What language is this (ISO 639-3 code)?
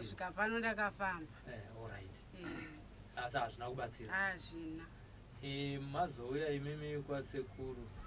sna